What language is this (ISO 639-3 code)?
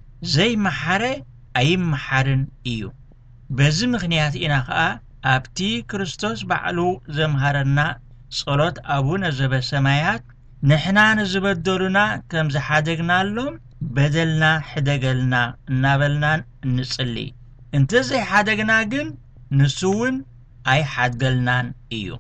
tir